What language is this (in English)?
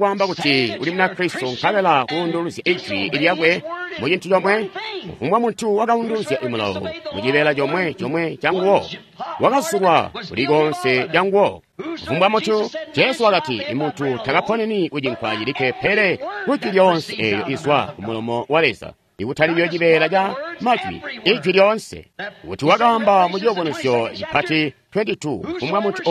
Tonga (Zambia)